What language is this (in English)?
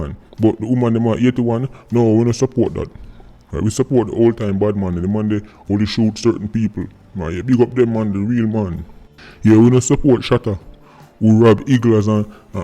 Jamaican Creole English